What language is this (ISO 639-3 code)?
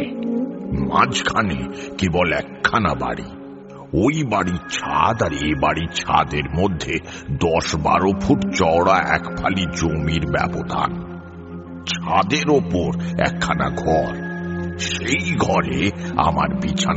ben